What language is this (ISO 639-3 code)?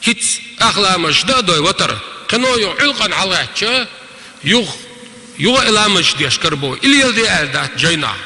che